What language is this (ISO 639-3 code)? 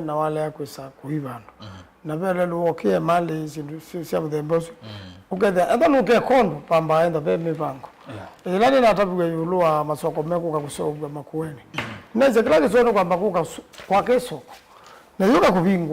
kam